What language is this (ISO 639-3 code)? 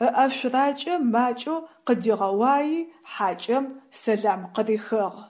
ady